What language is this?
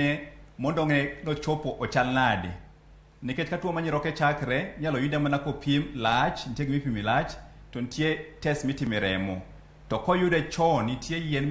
Luo (Kenya and Tanzania)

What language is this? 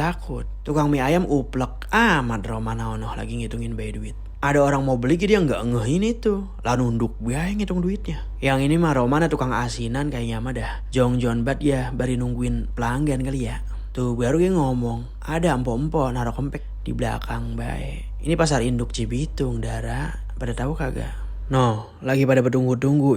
Betawi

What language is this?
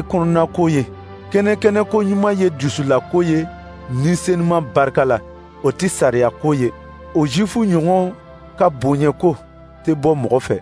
Dyula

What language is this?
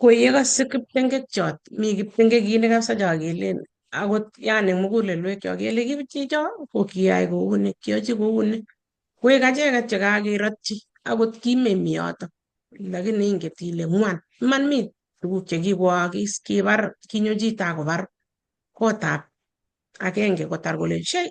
Kalenjin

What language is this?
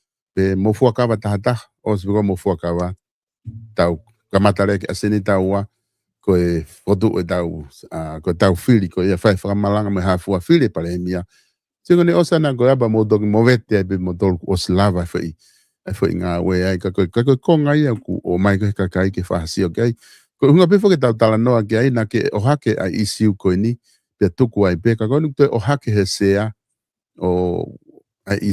Tongan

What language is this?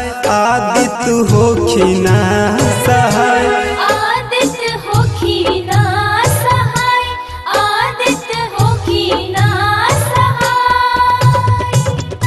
Bhojpuri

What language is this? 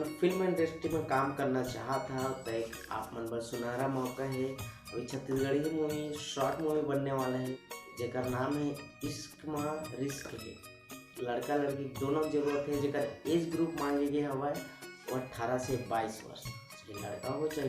Chhattisgarhi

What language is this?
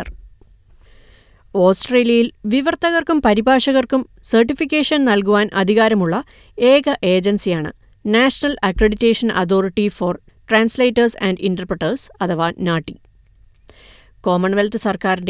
Malayalam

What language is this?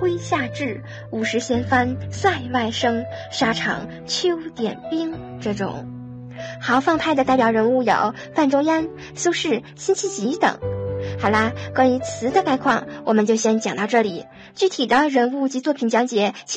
Chinese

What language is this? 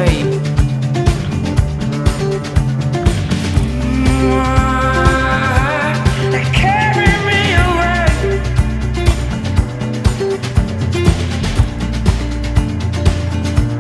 English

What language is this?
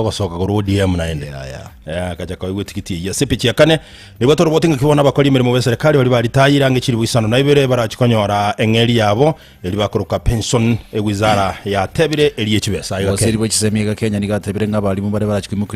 Gusii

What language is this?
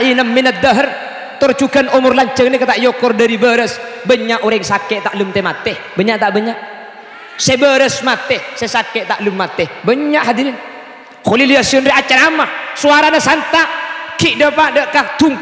Madurese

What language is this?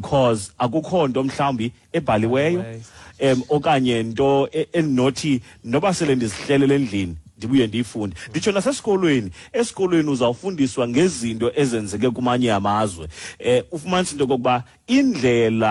Xhosa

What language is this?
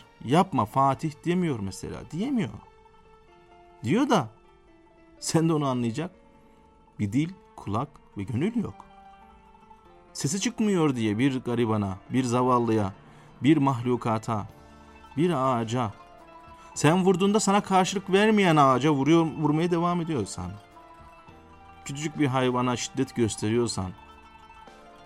Turkish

